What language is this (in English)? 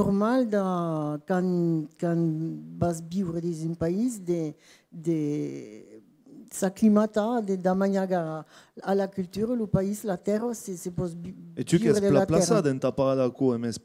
Occitan